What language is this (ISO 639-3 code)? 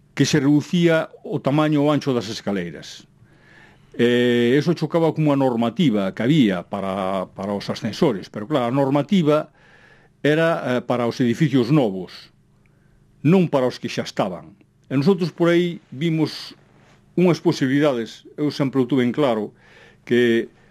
glg